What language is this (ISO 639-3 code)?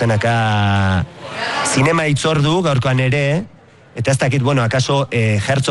eus